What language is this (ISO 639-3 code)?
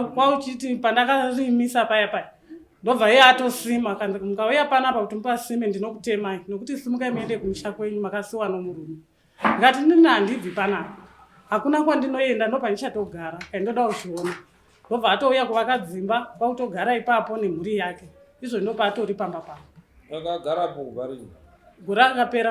sna